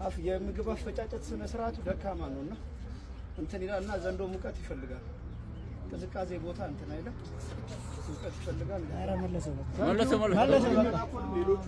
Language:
Amharic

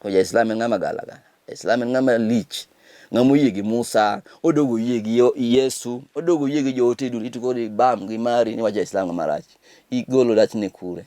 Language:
Luo (Kenya and Tanzania)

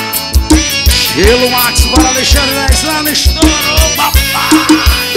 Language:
Portuguese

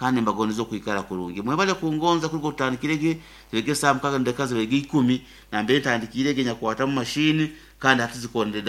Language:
Nyoro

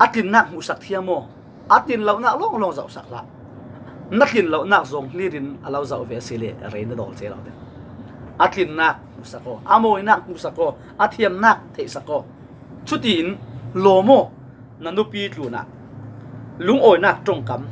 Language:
Falam Chin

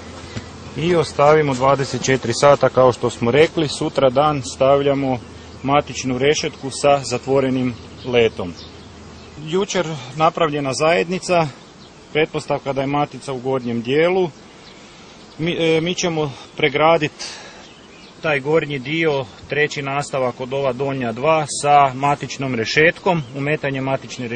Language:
Croatian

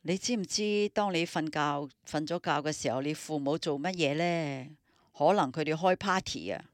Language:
Cantonese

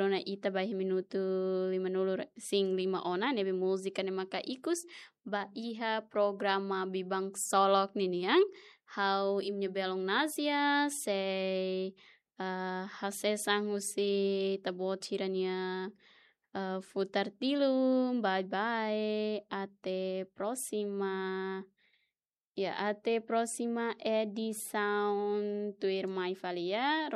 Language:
Tetum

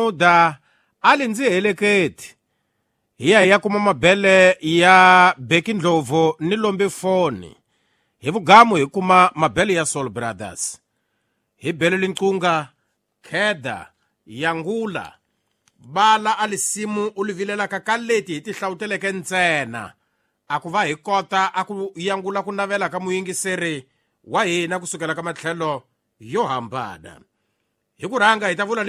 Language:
Tsonga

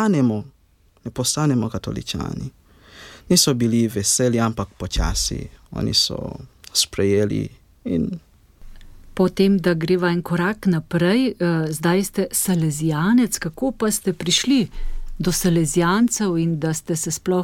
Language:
Slovenian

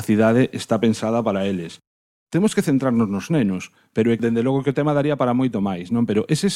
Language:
Galician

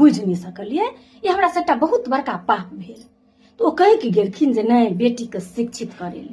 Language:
Maithili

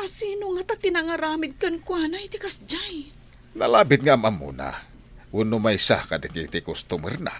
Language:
Iloko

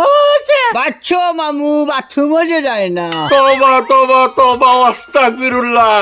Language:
Sylheti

